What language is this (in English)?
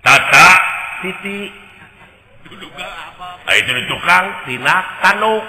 Sundanese